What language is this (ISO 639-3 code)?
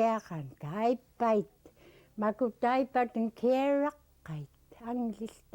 esu